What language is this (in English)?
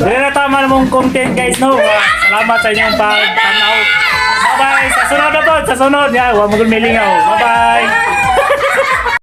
Cebuano